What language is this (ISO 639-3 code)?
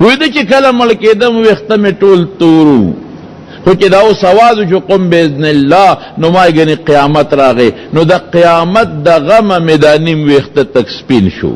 pus